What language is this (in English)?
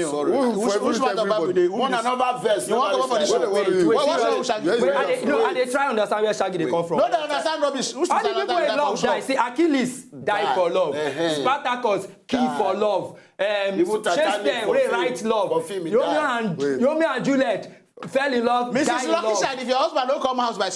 Nigerian Pidgin